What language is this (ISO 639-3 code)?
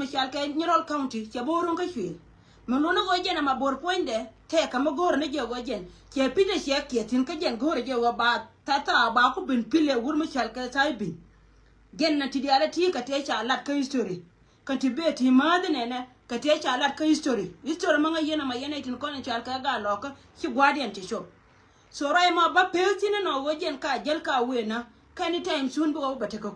nus